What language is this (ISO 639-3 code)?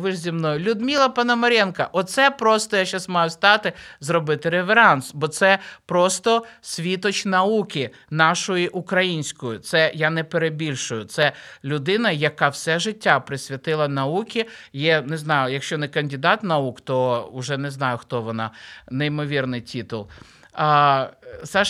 ukr